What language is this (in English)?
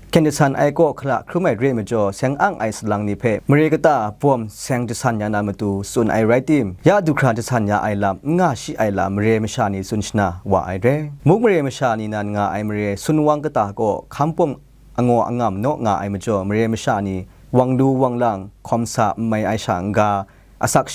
Kachin